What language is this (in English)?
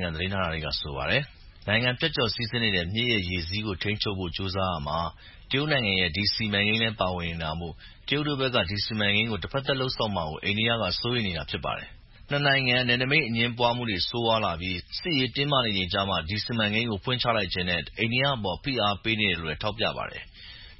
Burmese